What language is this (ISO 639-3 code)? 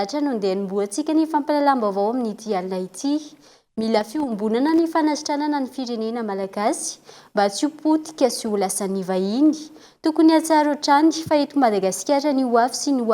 mlg